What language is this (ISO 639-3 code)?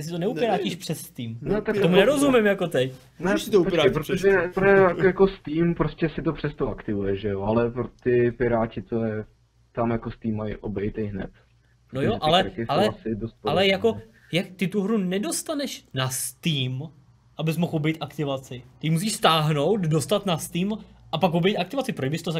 ces